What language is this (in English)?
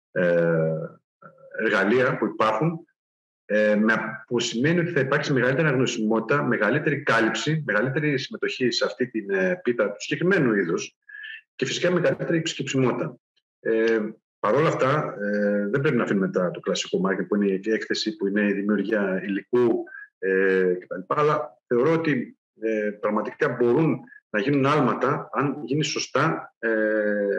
Greek